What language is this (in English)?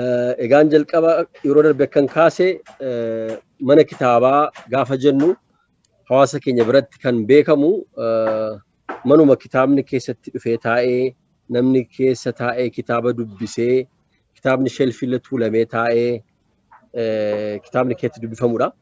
Oromo